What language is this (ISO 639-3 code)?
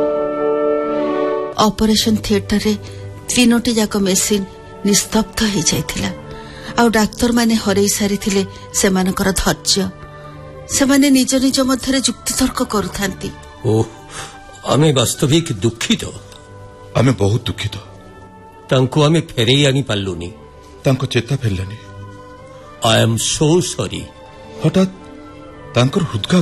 ori